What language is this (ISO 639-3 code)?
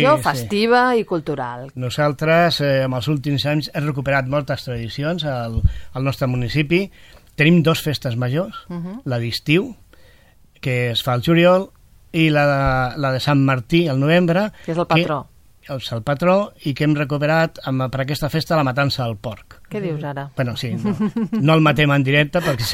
cat